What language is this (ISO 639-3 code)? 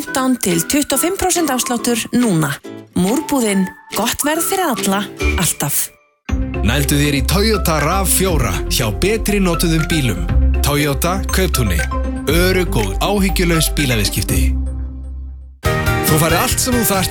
isl